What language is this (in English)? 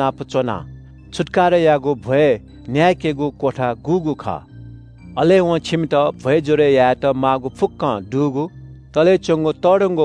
Newari